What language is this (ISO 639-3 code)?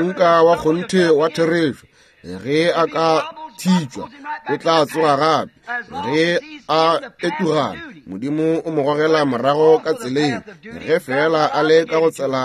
nso